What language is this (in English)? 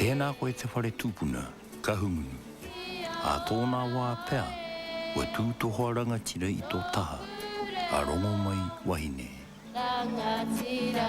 Māori